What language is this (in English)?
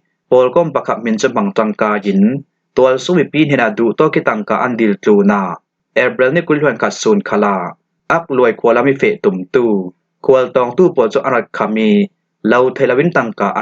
Falam Chin